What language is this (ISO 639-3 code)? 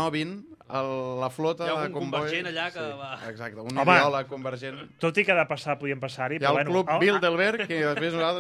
cat